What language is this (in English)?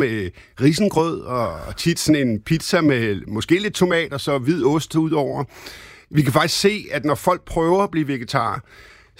Danish